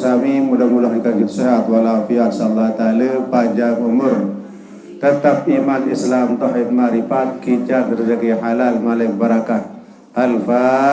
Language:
Sasak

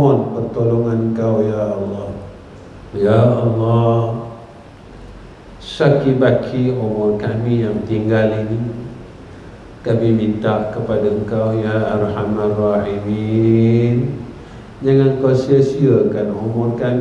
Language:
Malay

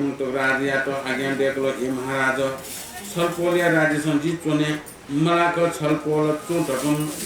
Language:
Newari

